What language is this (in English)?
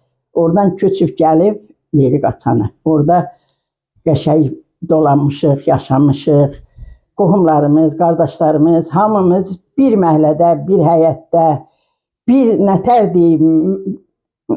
Azerbaijani